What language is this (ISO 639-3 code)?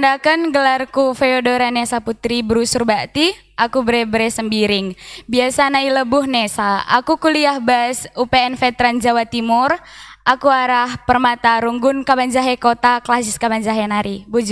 btx